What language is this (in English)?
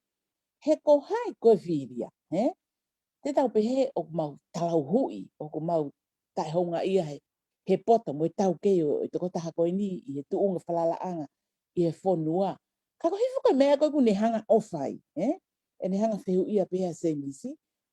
Tongan